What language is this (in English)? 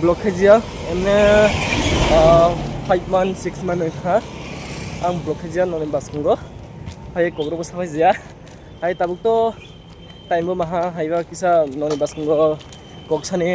Kok Borok